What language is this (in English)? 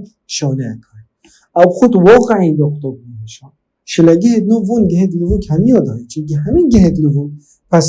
Kurdish